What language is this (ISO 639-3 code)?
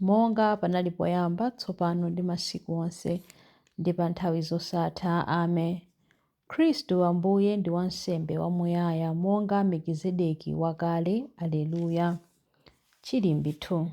nya